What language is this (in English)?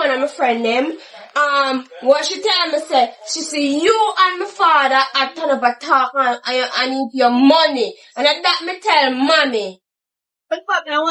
Jamaican Creole English